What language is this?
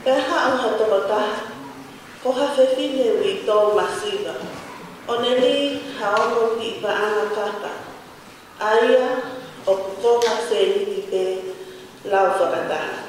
Tongan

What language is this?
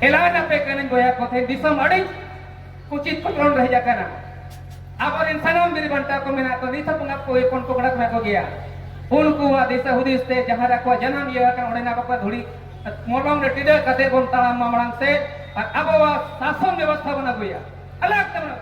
Santali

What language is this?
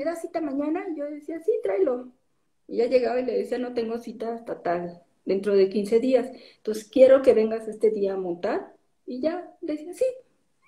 Spanish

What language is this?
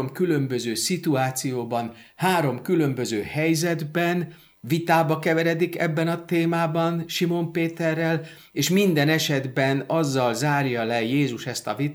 Hungarian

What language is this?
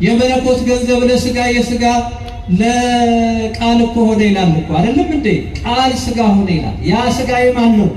Amharic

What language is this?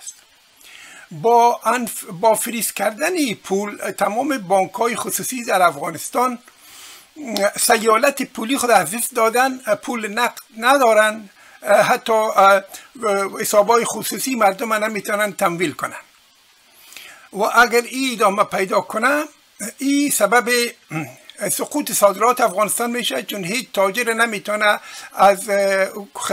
Persian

